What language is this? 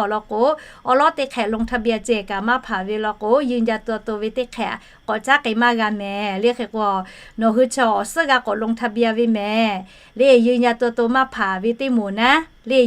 Lahu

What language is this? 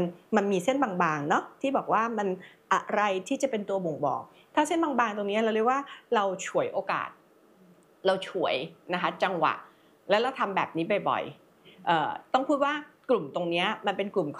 Thai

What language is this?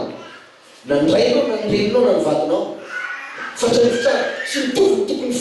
Malagasy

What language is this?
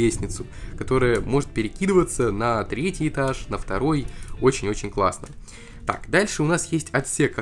Russian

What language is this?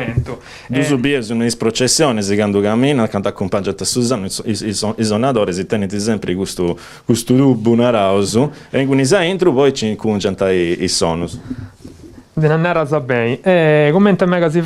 Sardinian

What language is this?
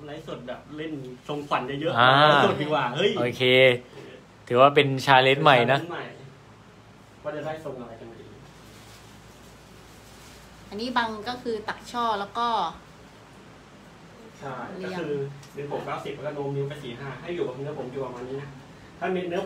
Thai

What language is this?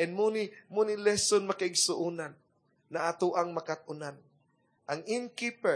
Cebuano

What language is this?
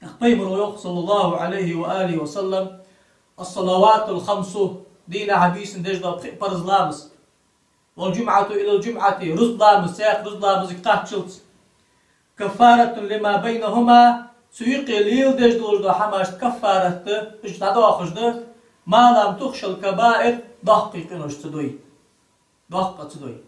Ingush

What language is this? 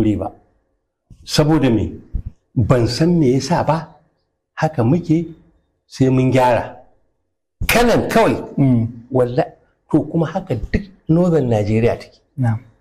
Hausa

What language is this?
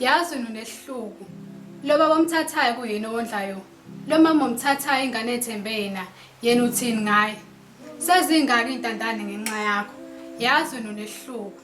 Zulu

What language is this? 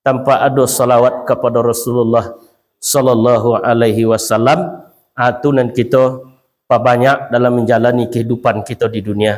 Minangkabau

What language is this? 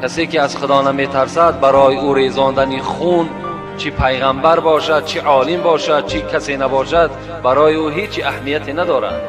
Tajik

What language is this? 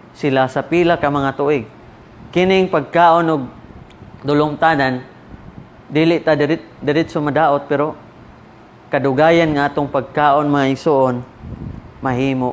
Cebuano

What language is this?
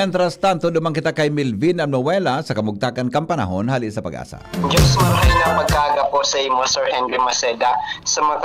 Bikol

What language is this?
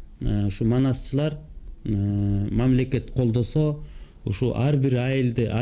Kyrgyz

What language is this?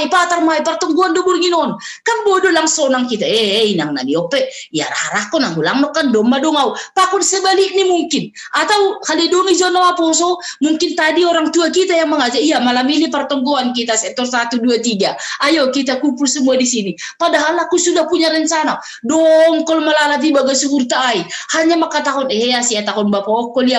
Batak Simalungun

